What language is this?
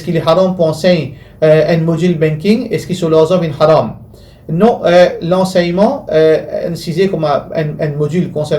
Morisyen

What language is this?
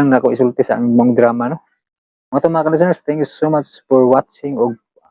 Cebuano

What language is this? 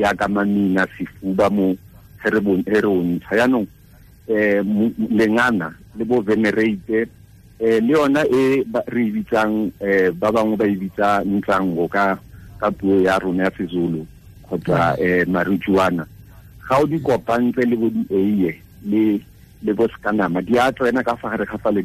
Tswana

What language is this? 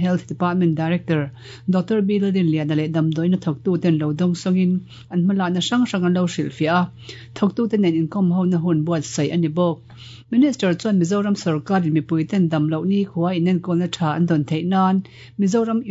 Mizo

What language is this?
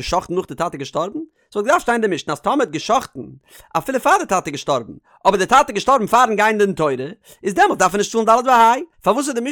Yiddish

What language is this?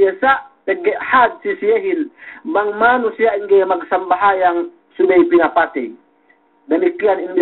Yakan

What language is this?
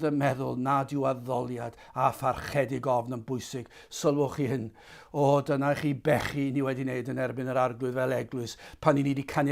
Welsh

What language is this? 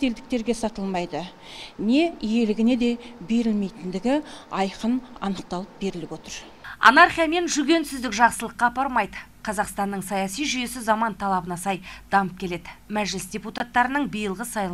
Kazakh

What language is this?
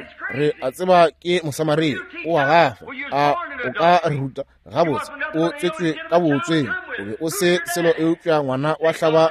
Northern Sotho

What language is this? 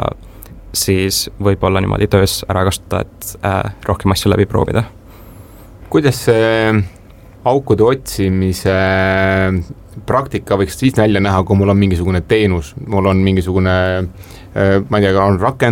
Estonian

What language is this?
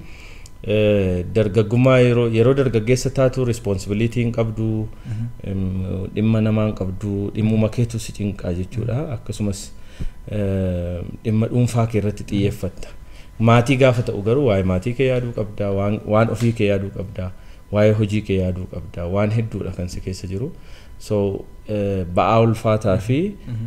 Oromo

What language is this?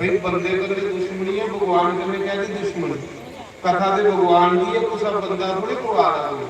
Dogri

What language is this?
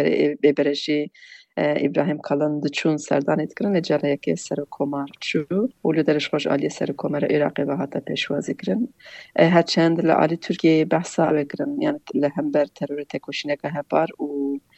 Kurdish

